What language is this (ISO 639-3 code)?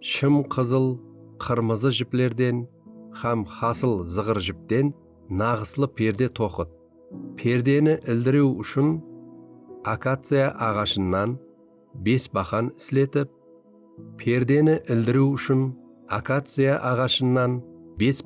kaa